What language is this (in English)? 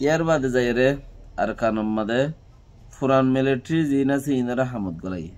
Rohingya